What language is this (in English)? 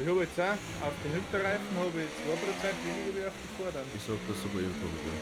Bavarian